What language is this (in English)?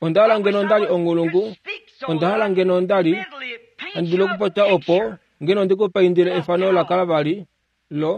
Kuanyama